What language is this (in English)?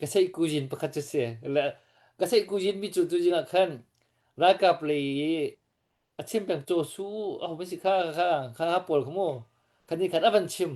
Hakha Chin